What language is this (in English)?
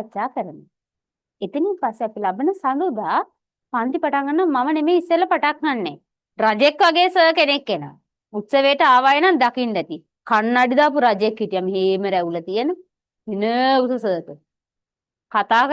Sinhala